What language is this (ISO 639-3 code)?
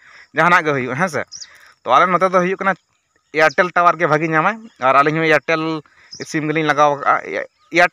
sat